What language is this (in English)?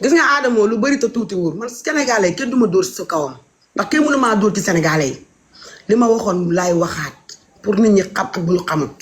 Wolof